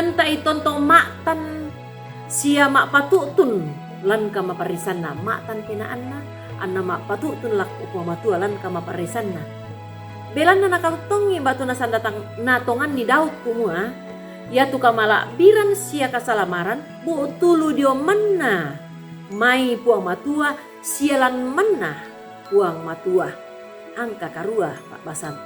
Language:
Toraja-Sa'dan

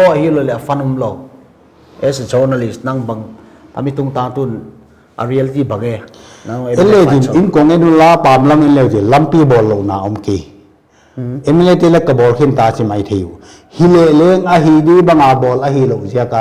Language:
Paite Chin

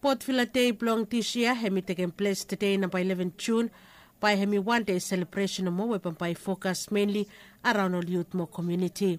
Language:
Bislama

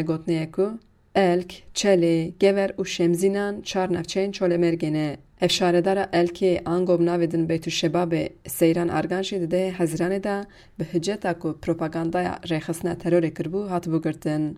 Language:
Kurdish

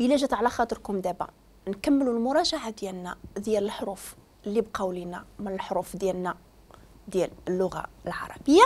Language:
Moroccan Arabic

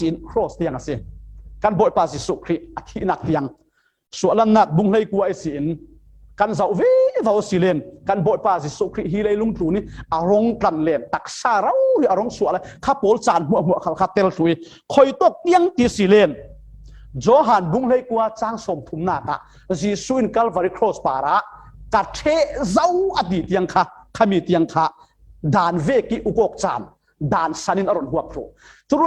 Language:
Falam Chin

